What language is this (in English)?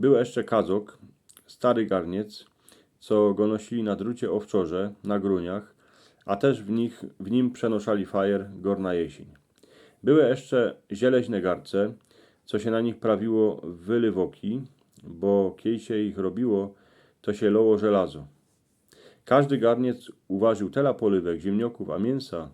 Silesian